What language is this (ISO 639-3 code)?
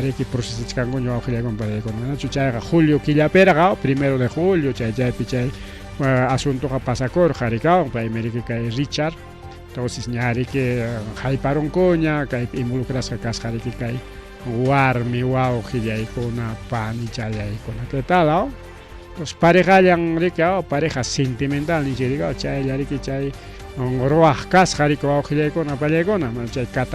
quy